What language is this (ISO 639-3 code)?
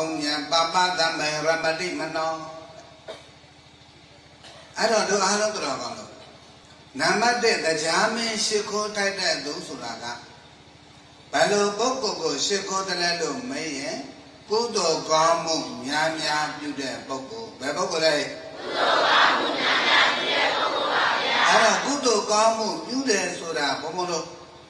mya